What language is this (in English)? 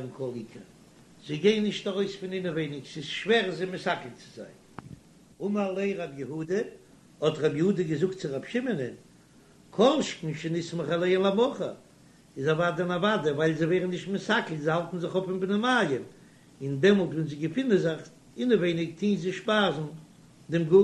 Yiddish